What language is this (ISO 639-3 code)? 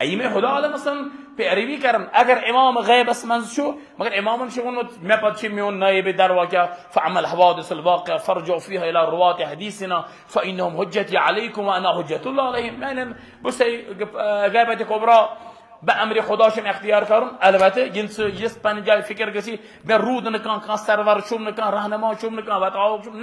kas